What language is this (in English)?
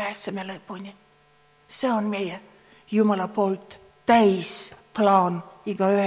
Estonian